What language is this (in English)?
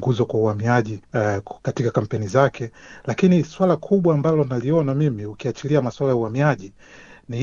Swahili